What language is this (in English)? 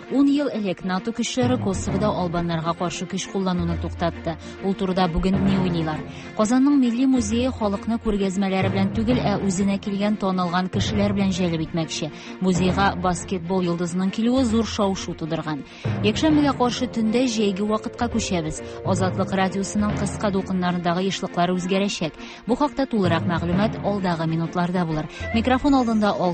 Tatar